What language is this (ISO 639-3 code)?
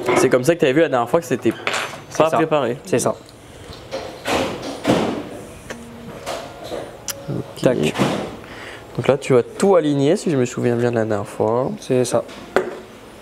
fra